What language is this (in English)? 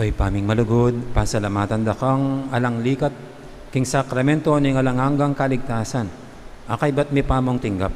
Pampanga